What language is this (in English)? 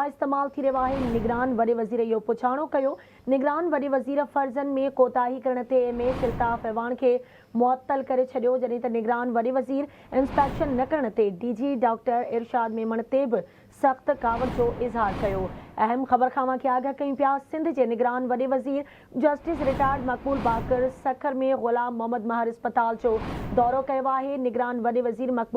Sindhi